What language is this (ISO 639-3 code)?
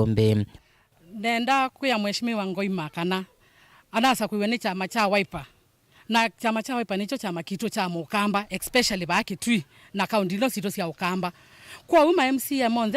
kam